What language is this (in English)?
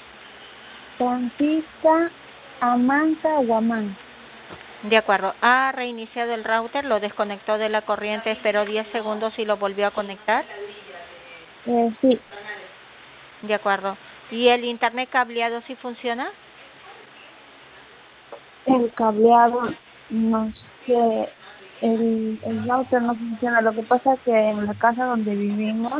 Spanish